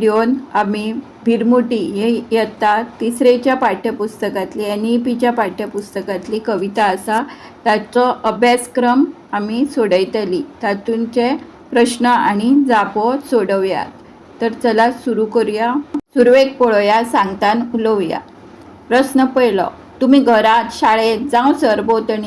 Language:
Konkani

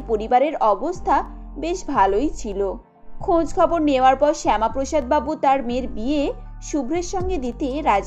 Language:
Bangla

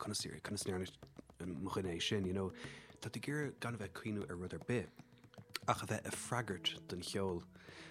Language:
Irish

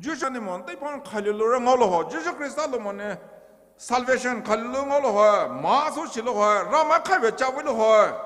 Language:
Poumei Naga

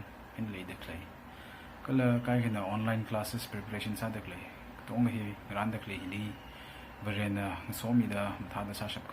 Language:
Tangkhul Naga (India)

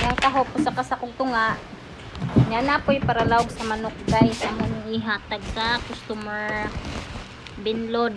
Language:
Cebuano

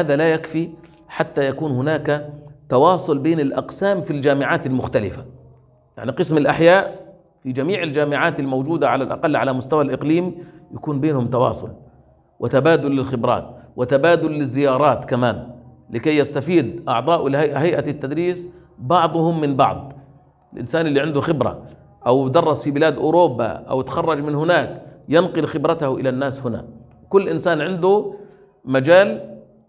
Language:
Arabic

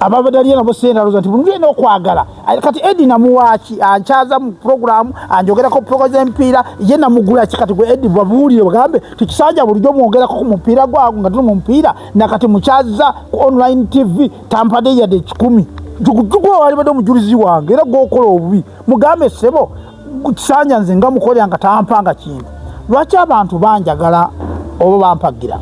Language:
Ganda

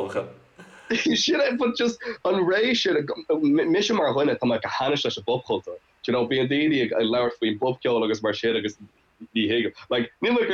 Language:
Irish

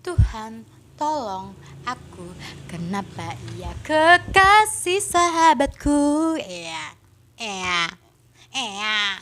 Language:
Musi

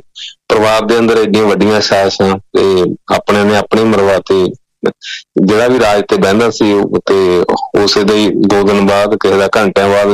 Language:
Punjabi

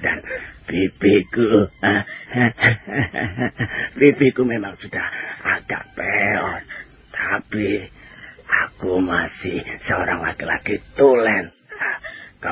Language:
Indonesian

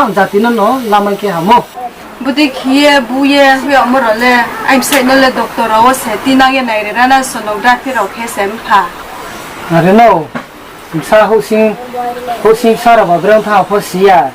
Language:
Riang (India)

